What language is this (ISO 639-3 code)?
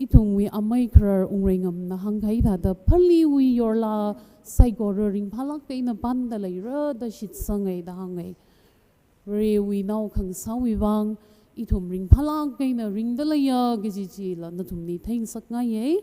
nmf